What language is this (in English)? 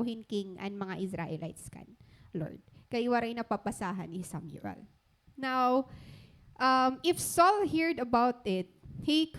Waray